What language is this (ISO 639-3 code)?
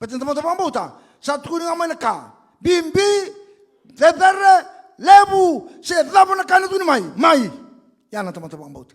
fij